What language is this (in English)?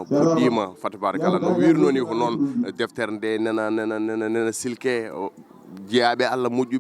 Fula